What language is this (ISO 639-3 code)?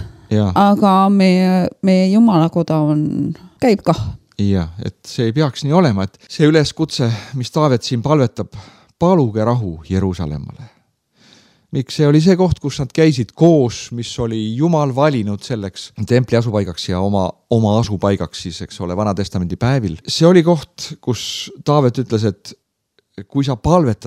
est